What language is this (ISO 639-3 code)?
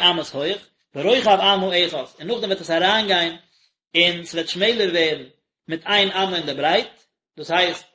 yid